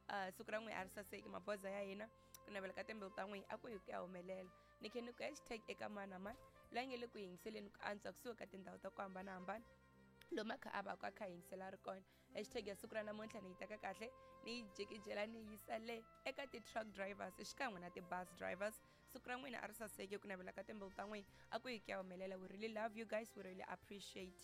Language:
Tsonga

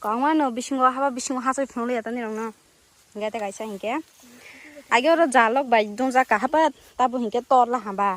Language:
Kok Borok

